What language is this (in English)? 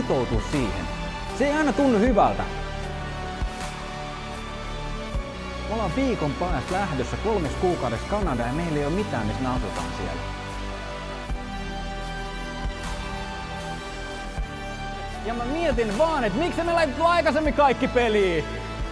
Finnish